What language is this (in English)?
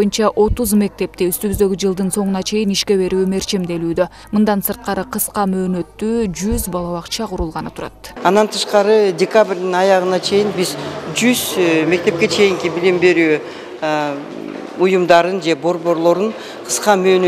Kyrgyz